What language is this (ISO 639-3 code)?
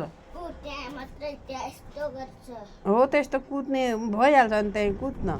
nep